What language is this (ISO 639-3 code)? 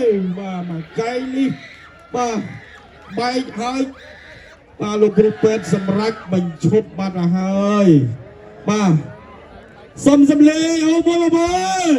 khm